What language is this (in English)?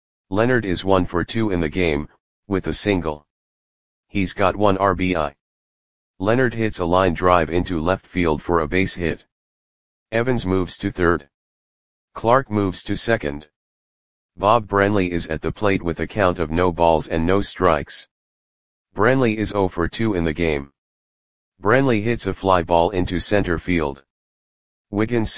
English